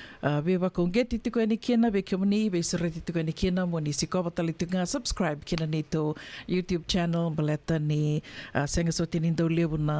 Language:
Fijian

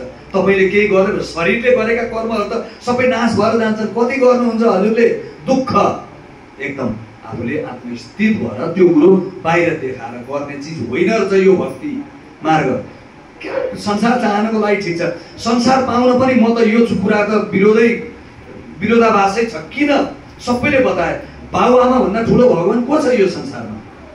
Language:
Nepali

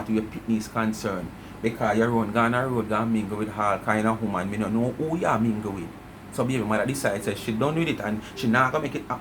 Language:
Jamaican Creole English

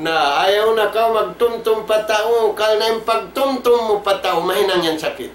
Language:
Tausug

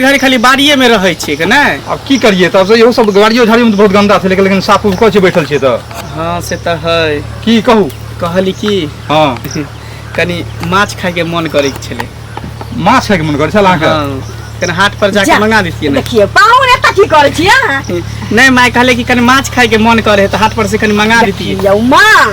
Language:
Maithili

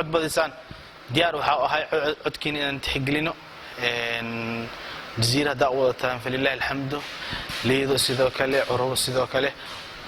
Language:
Somali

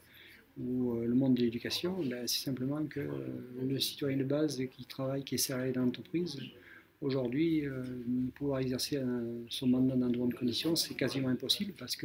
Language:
French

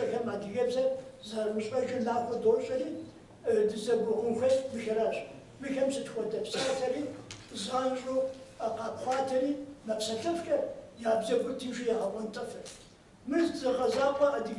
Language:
Kabardian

